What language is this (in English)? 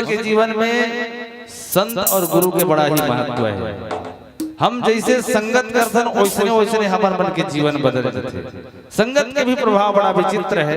Chhattisgarhi